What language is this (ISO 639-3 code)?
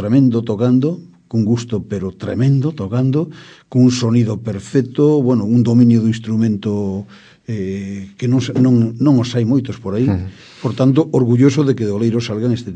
glg